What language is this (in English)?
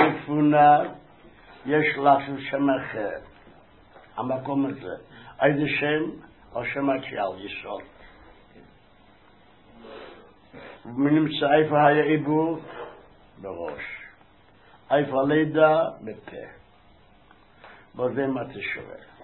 Hebrew